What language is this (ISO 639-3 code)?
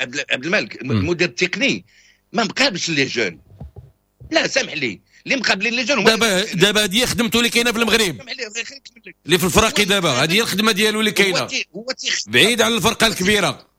ary